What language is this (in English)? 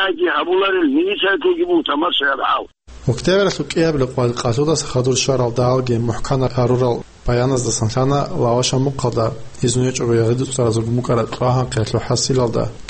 Avaric